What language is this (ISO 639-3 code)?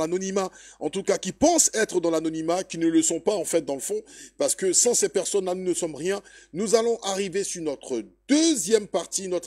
fra